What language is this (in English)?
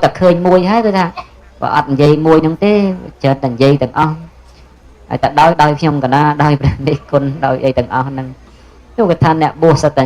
Khmer